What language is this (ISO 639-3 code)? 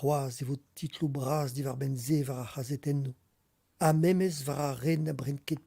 bre